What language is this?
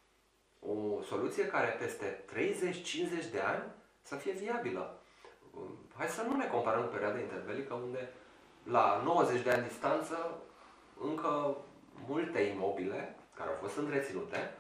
Romanian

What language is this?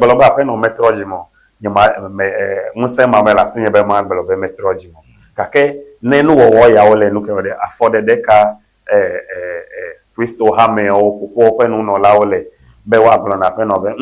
Ewe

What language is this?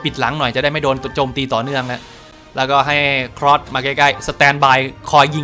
Thai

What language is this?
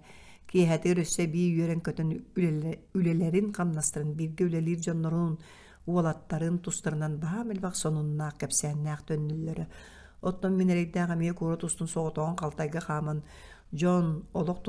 Yakut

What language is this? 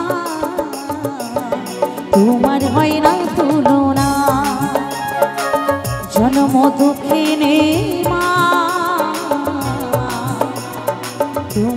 Bangla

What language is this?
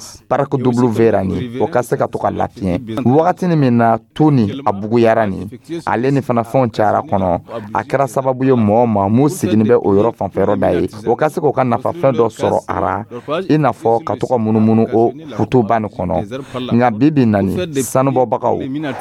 Dyula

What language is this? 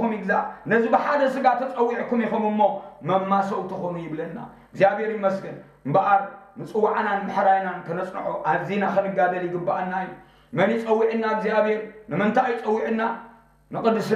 Tigrinya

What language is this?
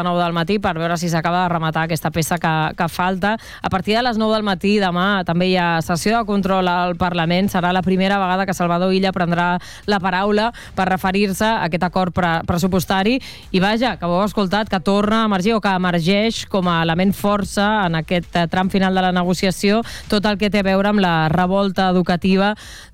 Catalan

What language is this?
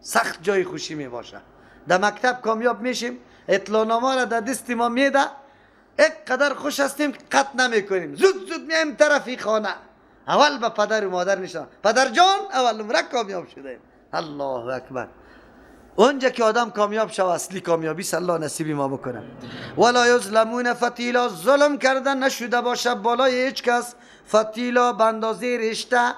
Persian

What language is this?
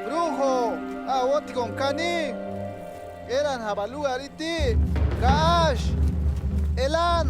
Tojolabal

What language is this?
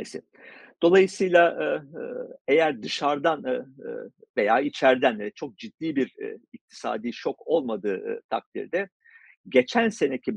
Turkish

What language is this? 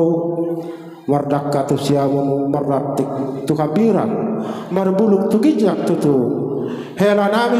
Batak Toba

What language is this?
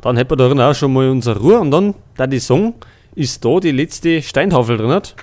Bavarian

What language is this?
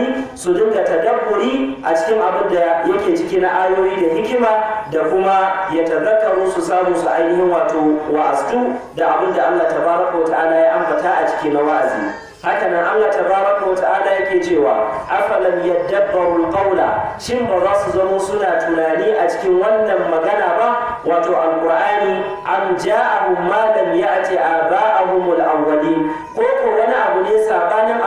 Hausa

